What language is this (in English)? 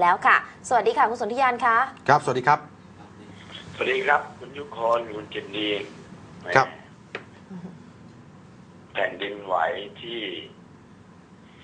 Thai